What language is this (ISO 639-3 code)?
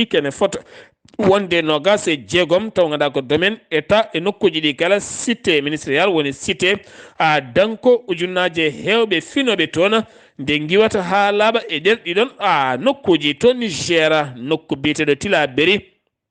ful